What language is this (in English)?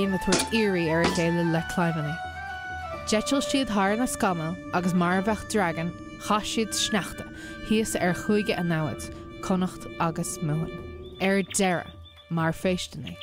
Irish